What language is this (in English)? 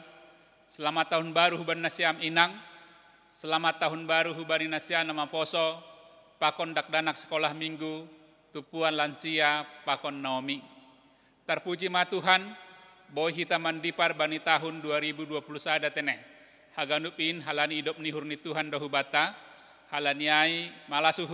Batak Simalungun